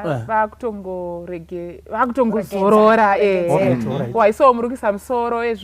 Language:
Shona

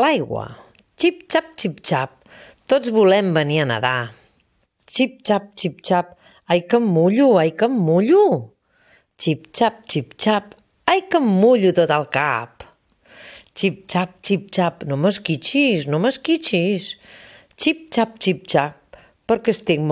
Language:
Catalan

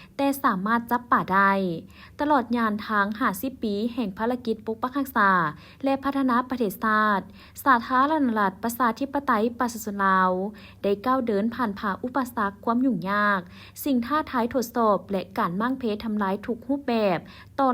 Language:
Lao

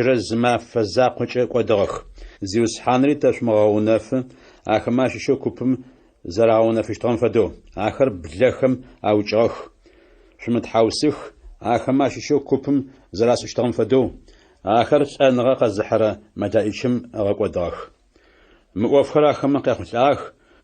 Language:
Adyghe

